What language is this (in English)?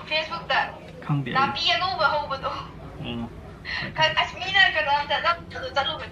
Manipuri